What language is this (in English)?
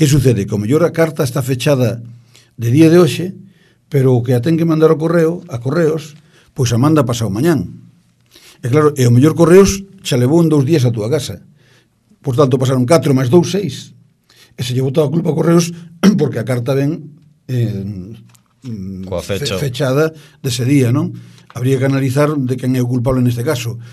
Galician